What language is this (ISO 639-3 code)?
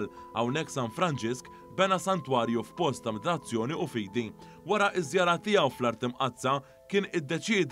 mlt